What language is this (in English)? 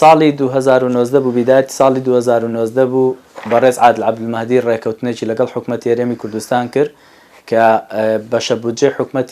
Central Kurdish